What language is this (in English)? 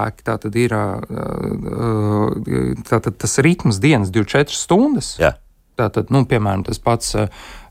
Latvian